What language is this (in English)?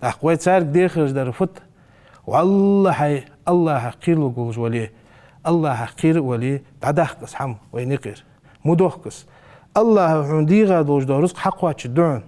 Ingush